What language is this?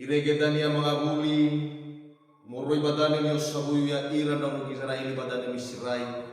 Nias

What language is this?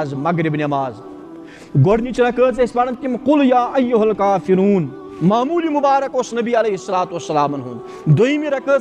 Kashmiri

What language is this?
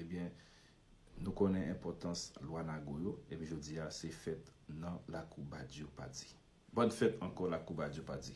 Haitian Creole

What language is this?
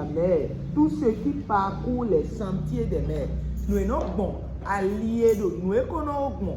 Fon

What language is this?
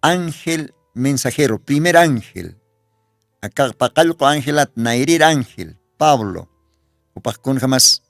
Aymara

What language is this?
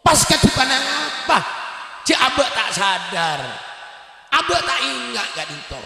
Madurese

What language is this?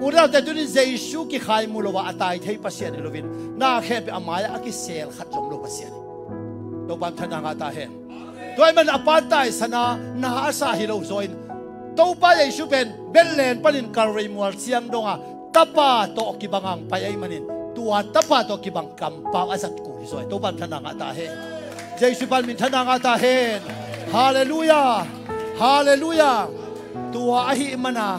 Tedim Chin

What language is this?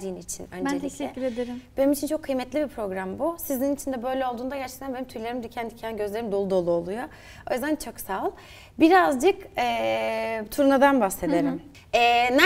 Turkish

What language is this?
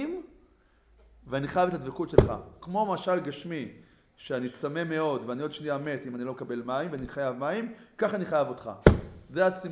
Hebrew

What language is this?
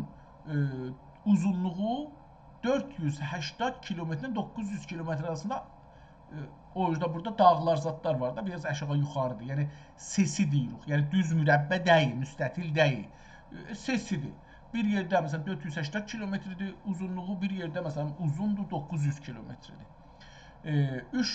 South Azerbaijani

